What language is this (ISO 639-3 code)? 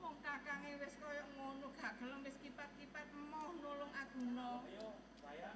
jav